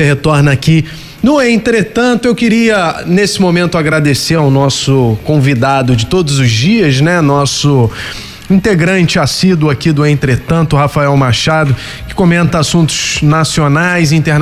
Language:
Portuguese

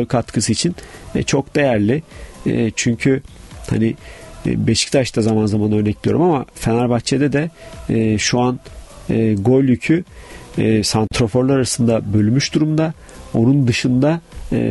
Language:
Turkish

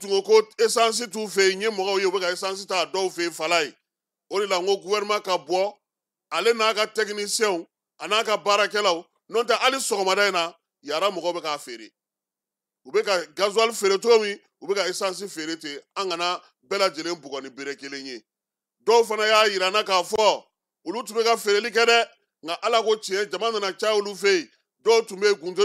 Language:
Bambara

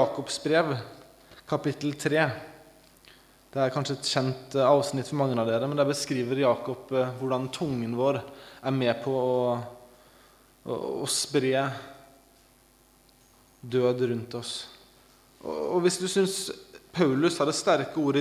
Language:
Norwegian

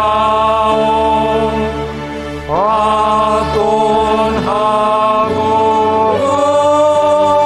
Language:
Batak Simalungun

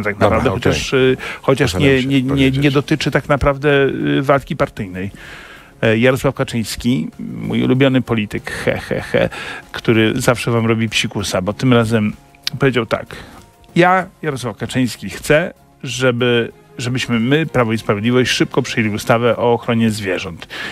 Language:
Polish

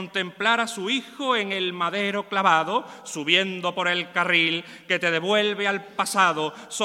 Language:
Spanish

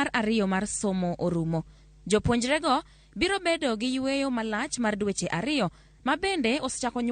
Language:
Luo (Kenya and Tanzania)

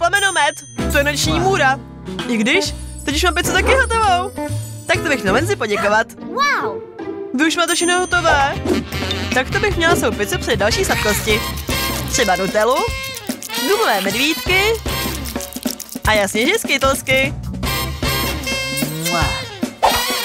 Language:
Czech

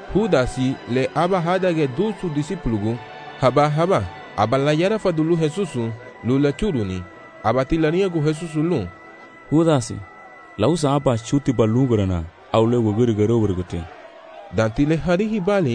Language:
Garifuna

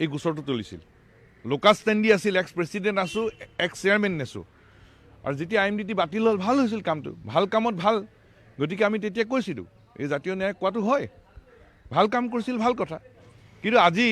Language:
Assamese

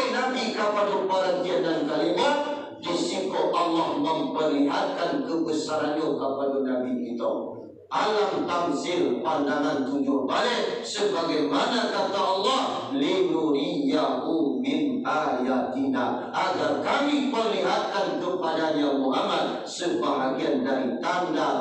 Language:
Minangkabau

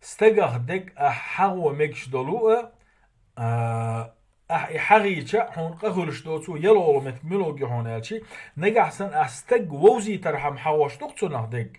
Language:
Chechen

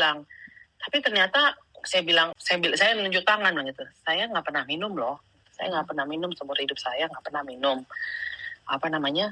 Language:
Indonesian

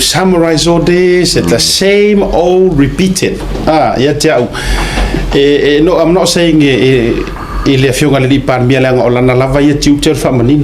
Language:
Samoan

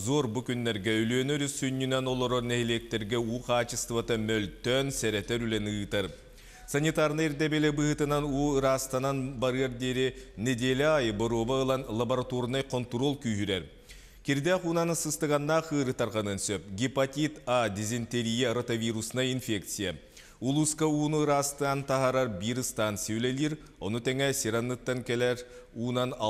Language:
Yakut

